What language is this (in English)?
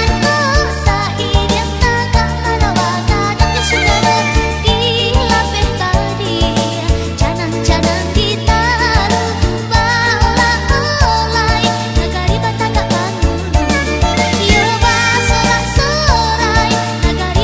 Minangkabau